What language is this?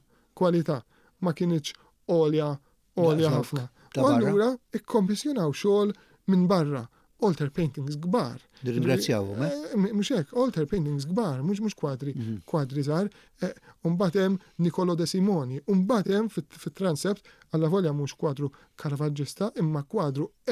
Maltese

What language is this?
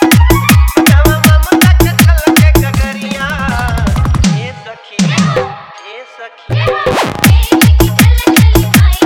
Bhojpuri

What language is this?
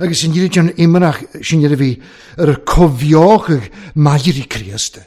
Welsh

